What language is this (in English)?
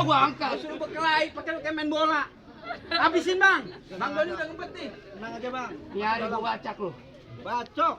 Betawi